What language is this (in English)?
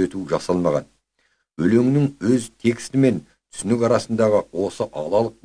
Kazakh